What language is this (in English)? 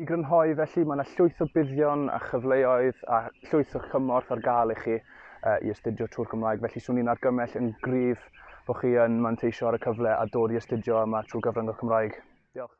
Welsh